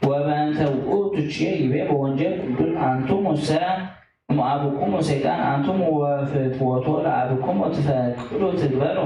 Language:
Geez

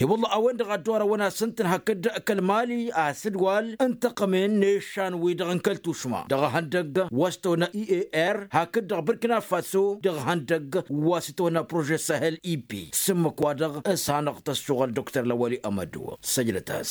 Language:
Tamasheq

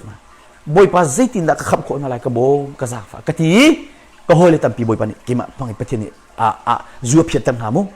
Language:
Hakha Chin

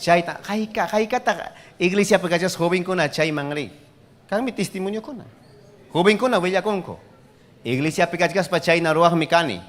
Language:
Ayacucho Quechua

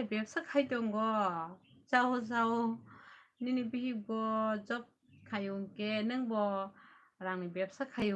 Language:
Kok Borok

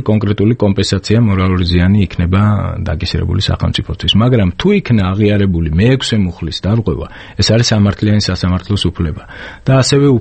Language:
Georgian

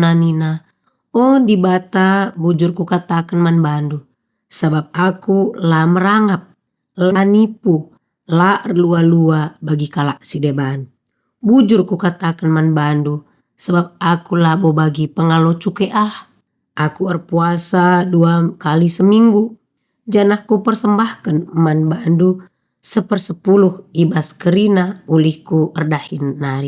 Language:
Batak Karo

